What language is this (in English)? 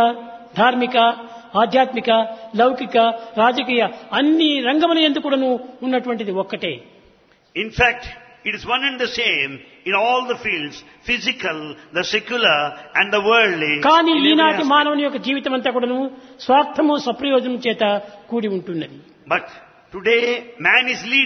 Telugu